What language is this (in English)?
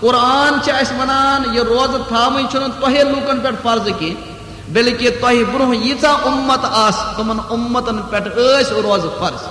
Kashmiri